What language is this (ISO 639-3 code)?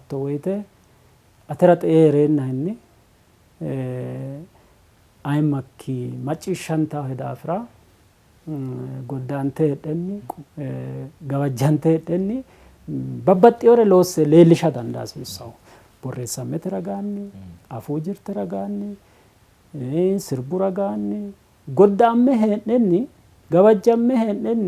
sid